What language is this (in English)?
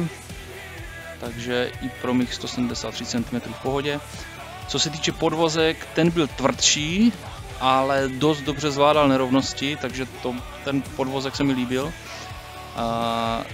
Czech